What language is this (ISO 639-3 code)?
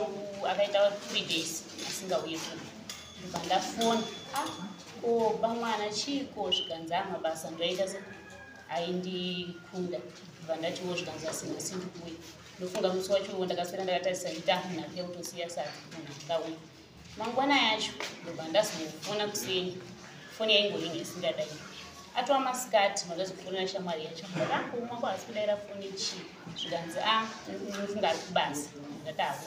sna